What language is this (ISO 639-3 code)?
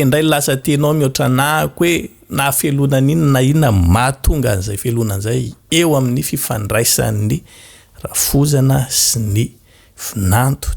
mlg